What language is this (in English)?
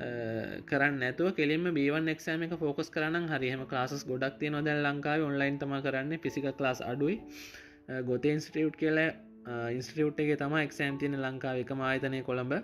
Sinhala